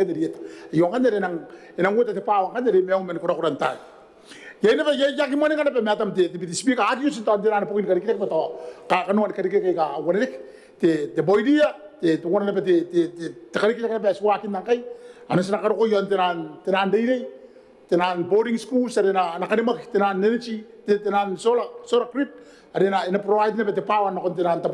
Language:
Gilbertese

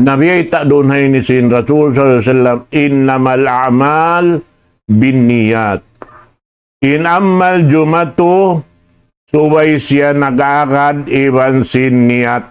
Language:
Tausug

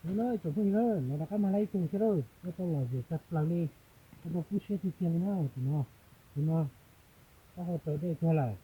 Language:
Hmong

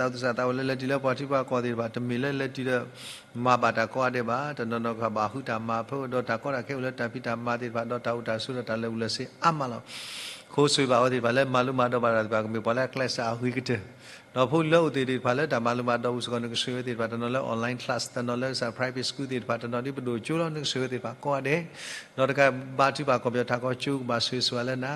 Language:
S'gaw Karen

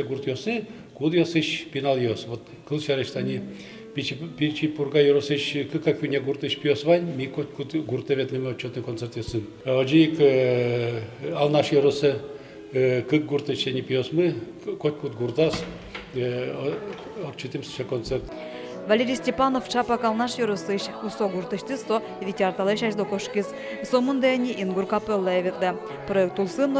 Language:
Udmurt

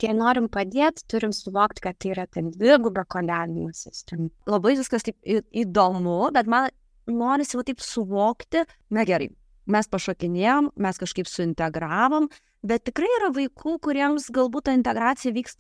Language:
Lithuanian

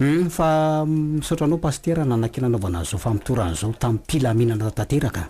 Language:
Malagasy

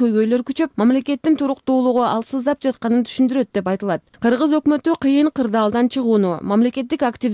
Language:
Kyrgyz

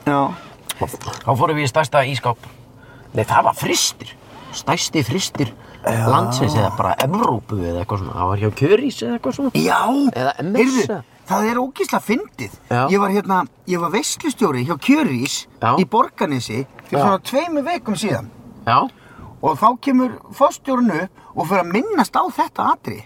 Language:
Icelandic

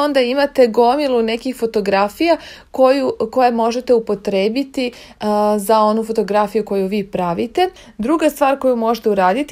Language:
Serbian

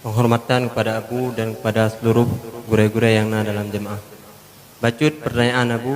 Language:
Achinese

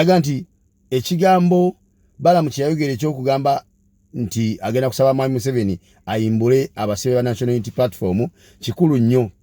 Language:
Ganda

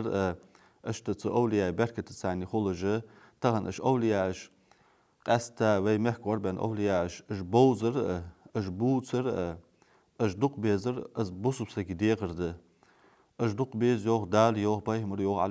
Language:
Ingush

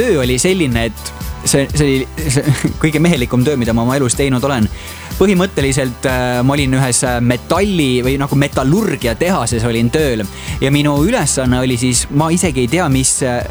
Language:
Estonian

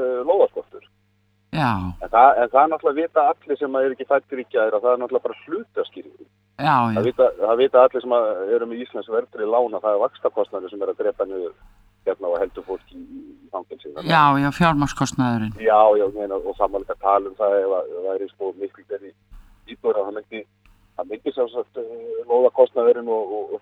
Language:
Icelandic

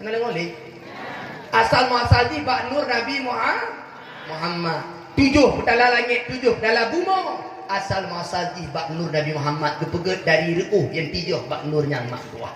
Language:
Achinese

